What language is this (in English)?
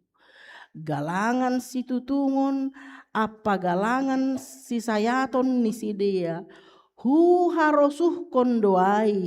Batak Simalungun